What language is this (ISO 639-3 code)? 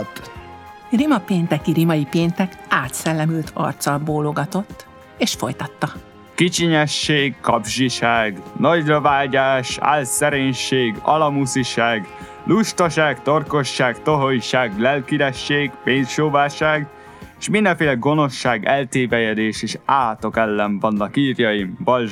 hun